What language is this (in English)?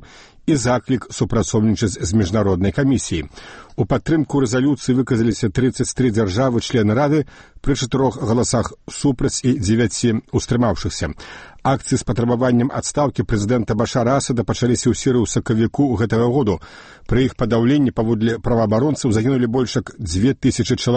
Belarusian